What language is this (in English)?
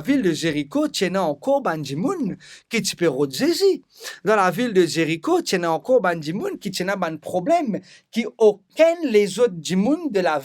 Morisyen